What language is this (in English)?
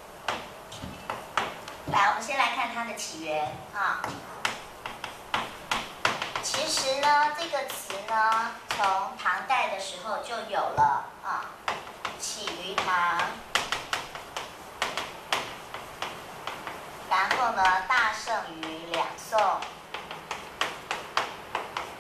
Chinese